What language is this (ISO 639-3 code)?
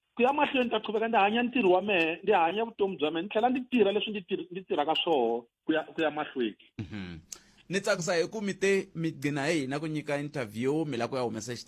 tso